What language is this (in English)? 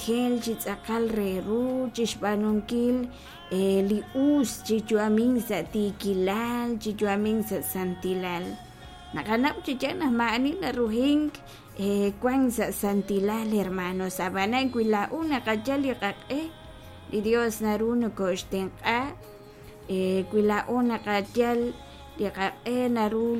Kekchí